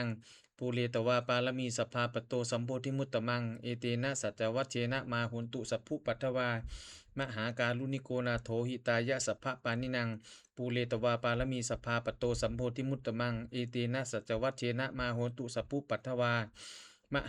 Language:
Pali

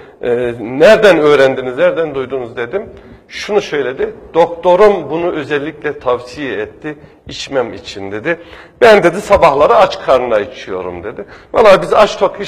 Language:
Turkish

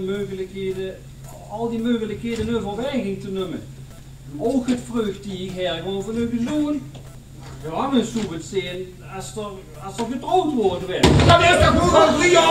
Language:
Limburgish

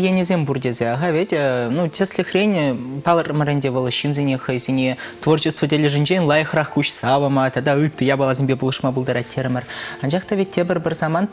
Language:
Chuvash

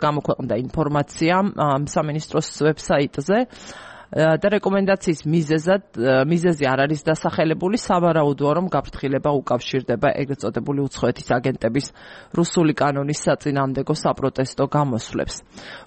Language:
Georgian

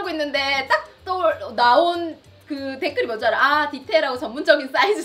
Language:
Korean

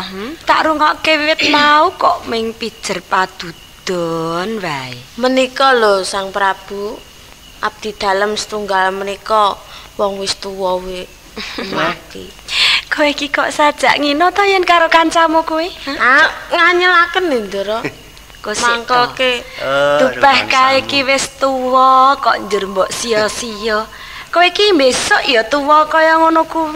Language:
Javanese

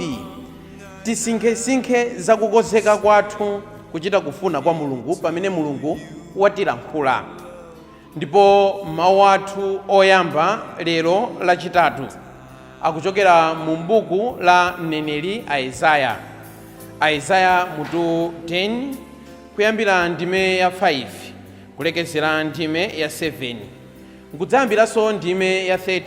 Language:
Nyanja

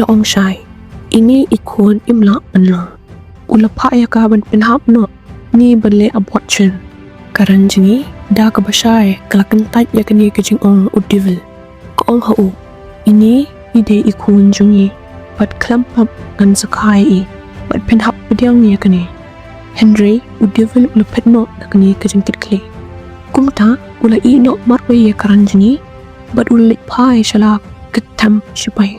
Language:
Khasi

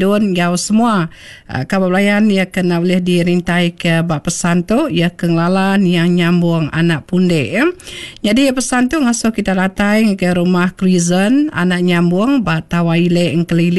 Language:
Iban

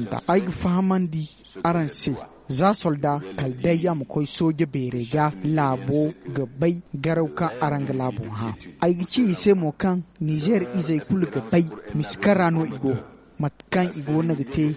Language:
Zarma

